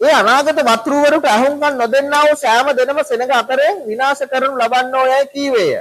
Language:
Sinhala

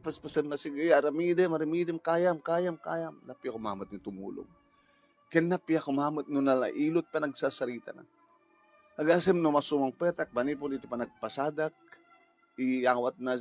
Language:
Iloko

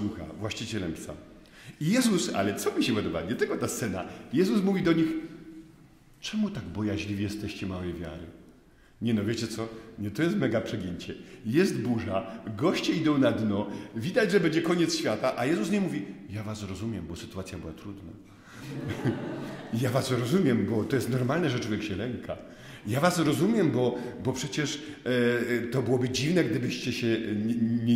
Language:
Polish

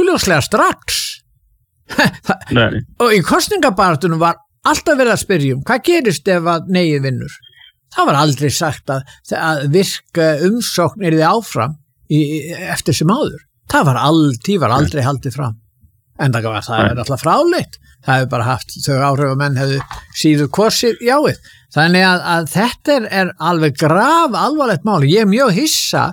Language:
Icelandic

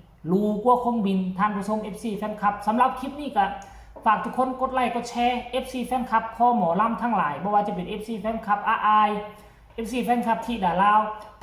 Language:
Northeastern Thai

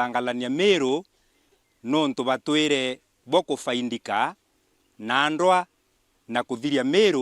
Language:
Meru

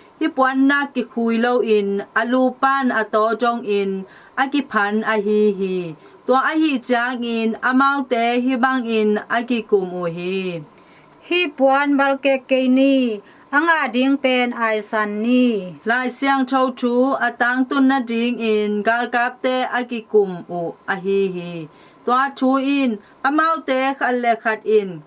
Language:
Tedim Chin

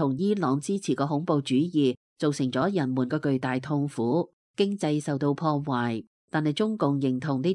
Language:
Cantonese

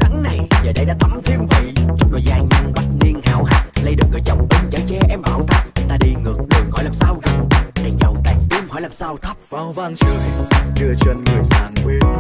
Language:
Vietnamese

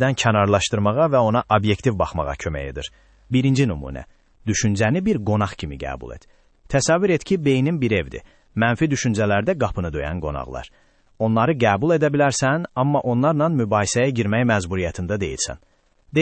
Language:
Azerbaijani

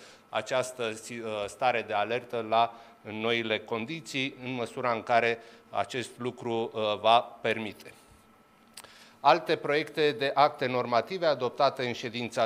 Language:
Romanian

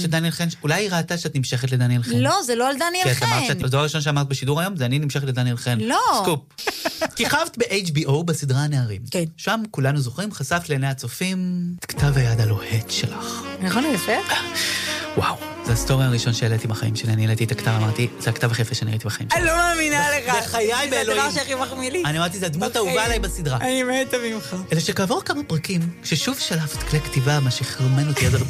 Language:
Hebrew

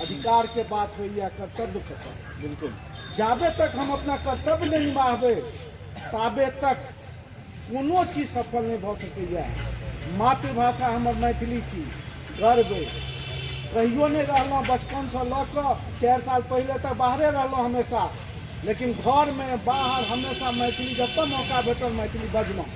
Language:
Maithili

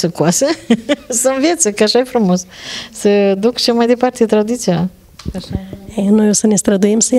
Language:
Romanian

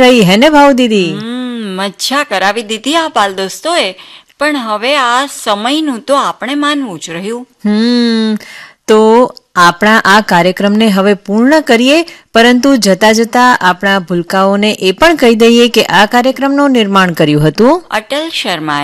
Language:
Gujarati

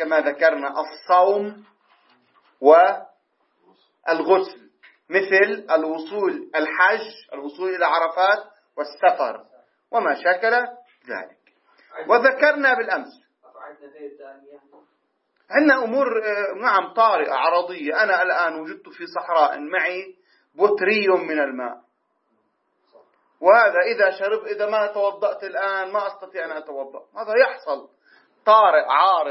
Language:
Arabic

